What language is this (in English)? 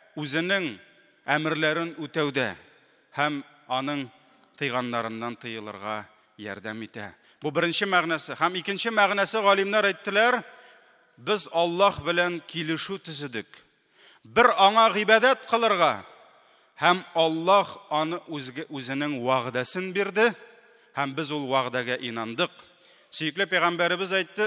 Tatar